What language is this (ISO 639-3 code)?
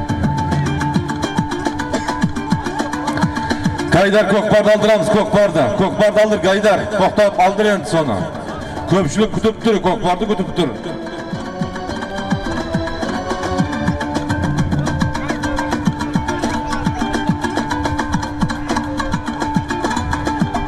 kaz